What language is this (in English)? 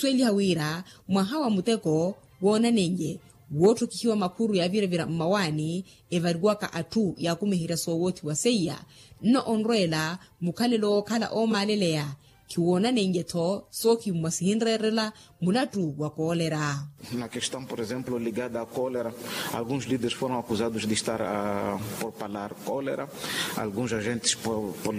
Makhuwa